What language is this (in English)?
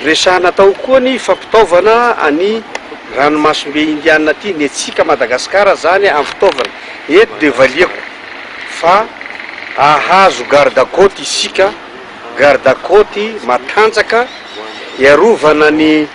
Malagasy